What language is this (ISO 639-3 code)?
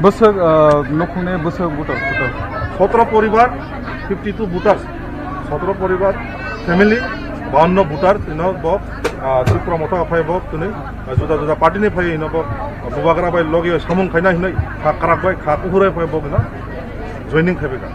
trp